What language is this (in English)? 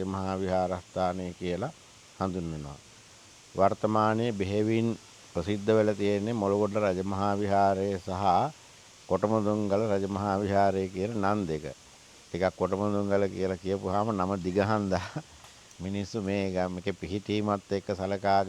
Sinhala